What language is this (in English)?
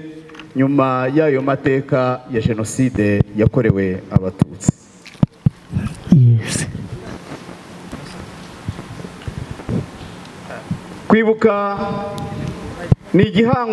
Kinyarwanda